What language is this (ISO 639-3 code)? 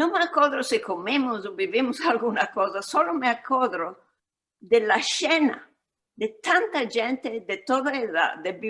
lad